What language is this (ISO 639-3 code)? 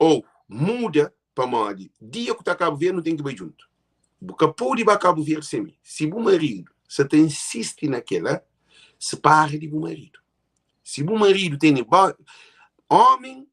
kea